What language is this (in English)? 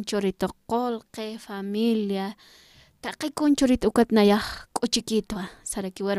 Aymara